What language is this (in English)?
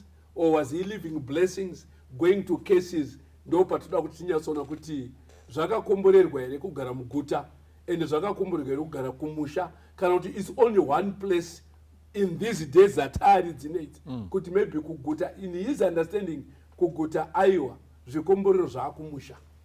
Shona